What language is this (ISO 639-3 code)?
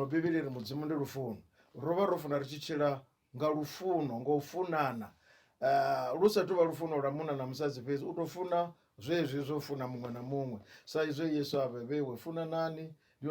ven